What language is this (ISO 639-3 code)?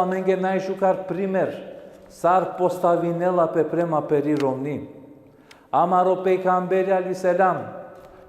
rmn